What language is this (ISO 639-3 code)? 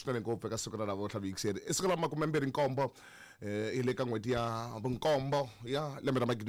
tso